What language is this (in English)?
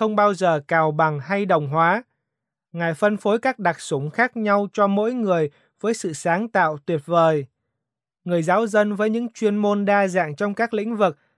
Vietnamese